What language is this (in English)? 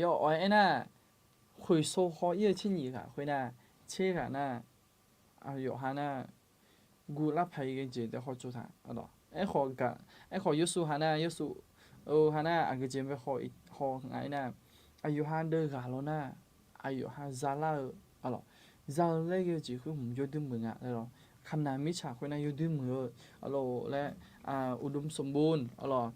Akha